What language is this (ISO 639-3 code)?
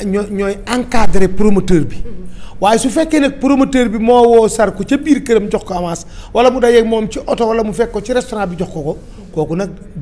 wol